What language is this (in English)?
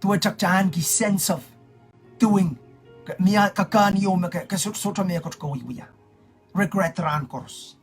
Pohnpeian